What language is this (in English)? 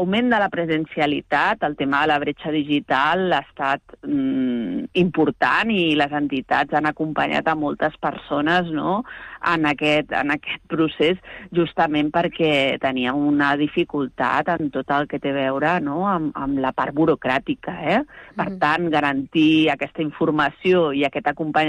Catalan